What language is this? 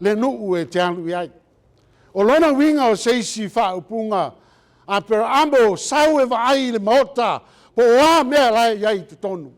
Samoan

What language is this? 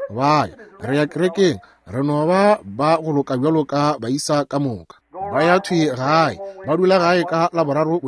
Northern Sotho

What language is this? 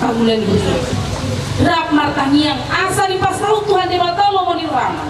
Batak Toba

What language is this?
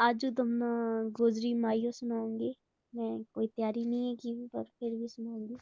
Gujari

